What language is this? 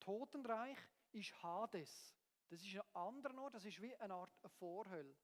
Swiss German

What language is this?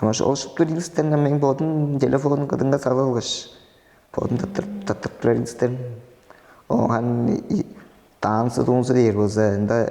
Tuvinian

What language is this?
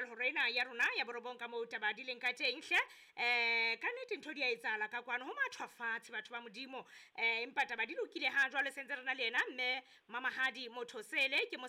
Southern Sotho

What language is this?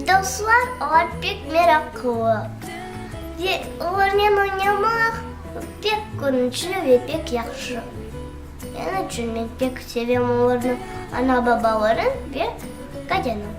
Crimean Tatar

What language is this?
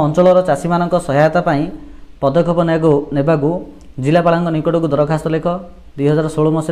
Odia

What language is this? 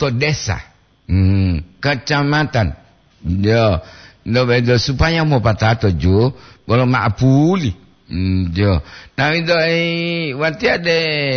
Gorontalo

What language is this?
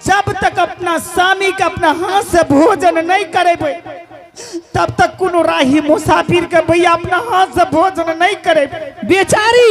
Angika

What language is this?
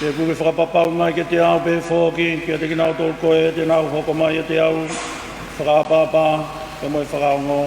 Tongan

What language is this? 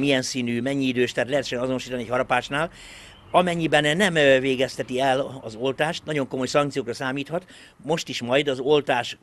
Hungarian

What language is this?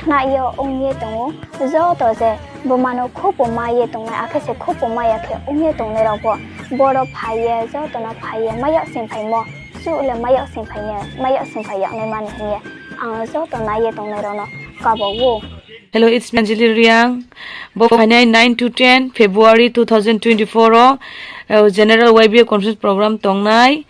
Riang (India)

